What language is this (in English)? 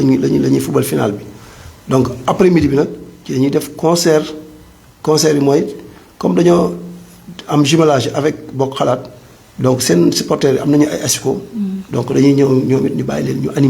Wolof